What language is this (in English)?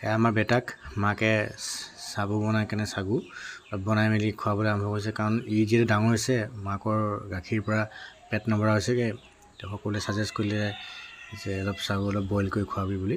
Assamese